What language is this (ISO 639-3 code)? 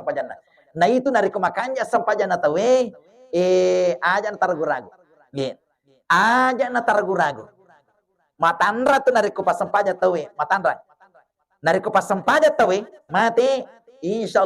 bug